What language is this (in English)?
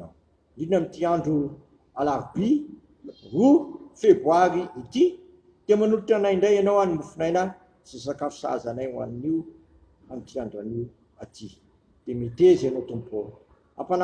Malagasy